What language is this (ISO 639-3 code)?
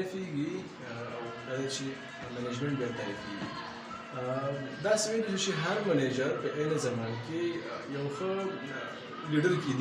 pus